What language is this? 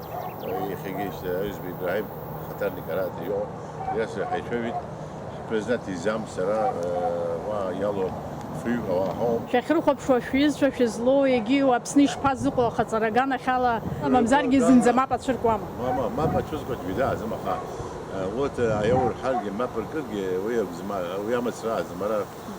Abkhazian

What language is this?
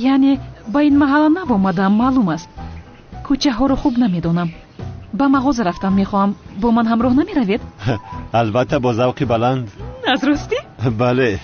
Tajik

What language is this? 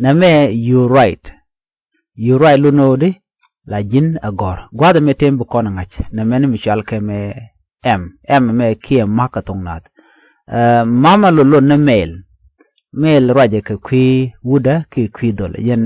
Nuer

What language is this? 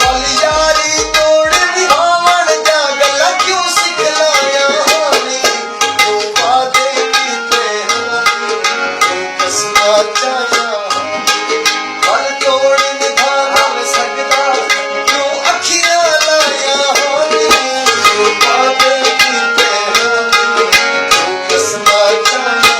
Saraiki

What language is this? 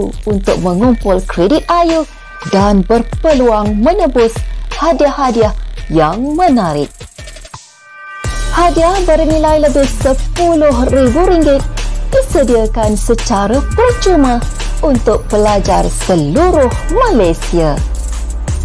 Malay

